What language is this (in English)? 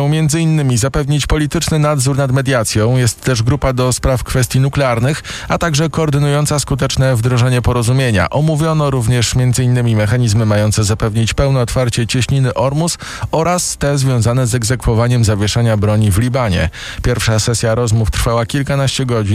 Polish